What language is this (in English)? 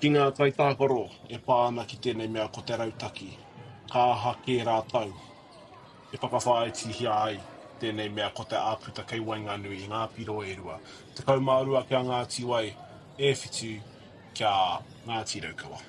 Māori